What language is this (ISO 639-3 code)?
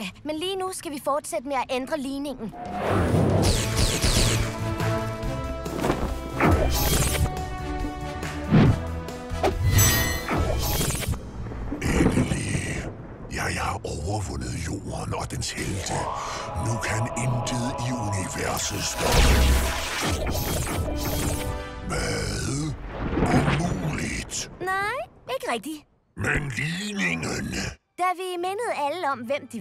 dan